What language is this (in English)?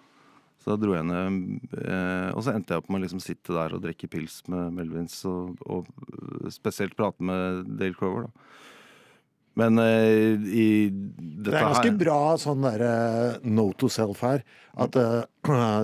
Norwegian